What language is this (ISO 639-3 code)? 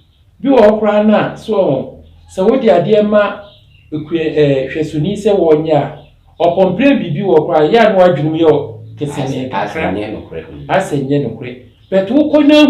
aka